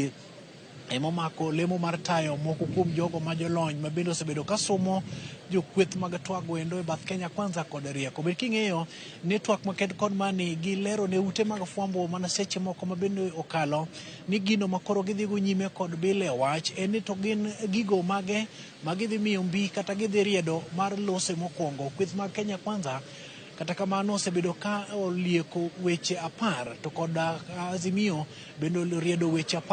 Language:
Luo (Kenya and Tanzania)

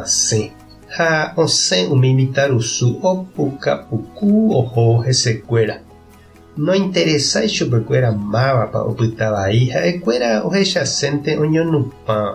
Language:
Guarani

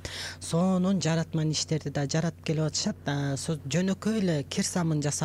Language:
Kyrgyz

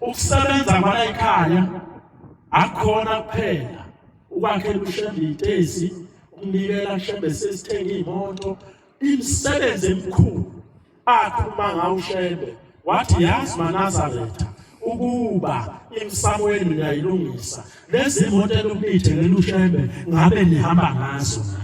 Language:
Zulu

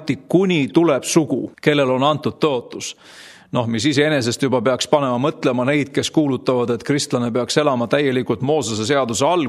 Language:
Estonian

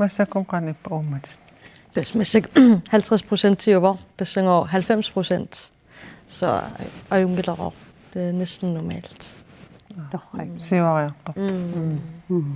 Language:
Kalaallisut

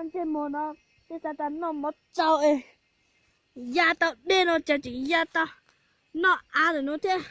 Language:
Hmong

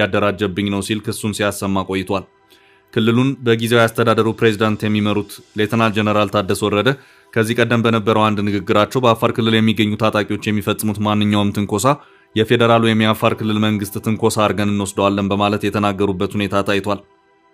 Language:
Amharic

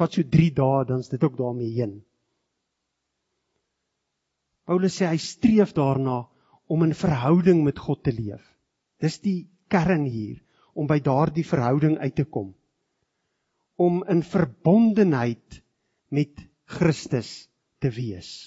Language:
Afrikaans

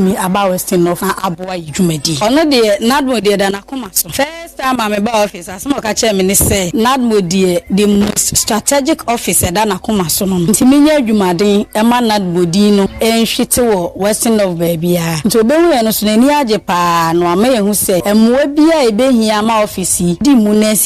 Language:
Akan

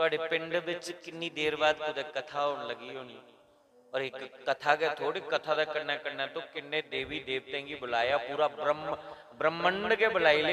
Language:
Dogri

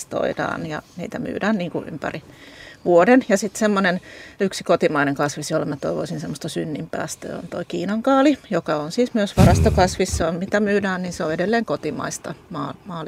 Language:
Finnish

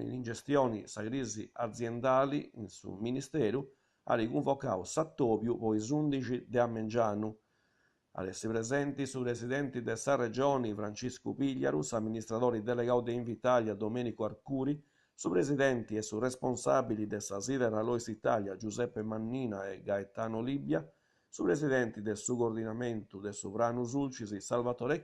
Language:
Sardinian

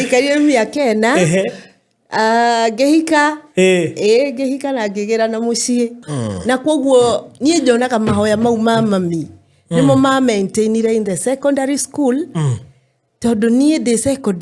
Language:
Kikuyu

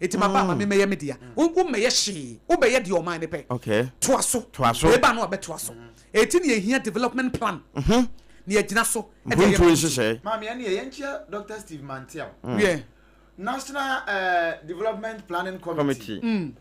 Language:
Akan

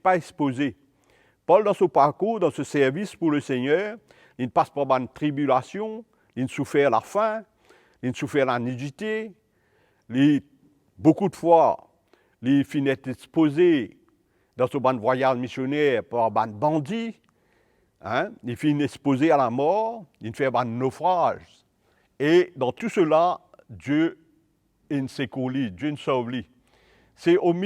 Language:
Morisyen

